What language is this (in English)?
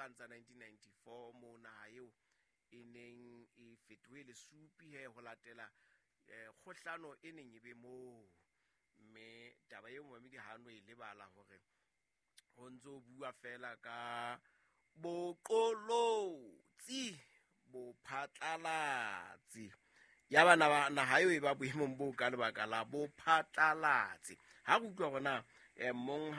Southern Sotho